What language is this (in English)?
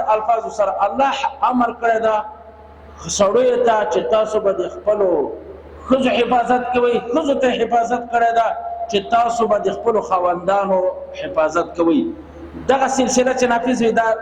Pashto